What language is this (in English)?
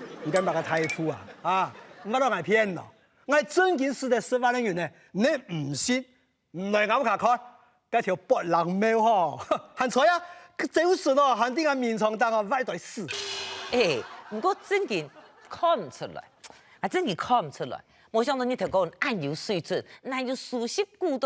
Hakka Chinese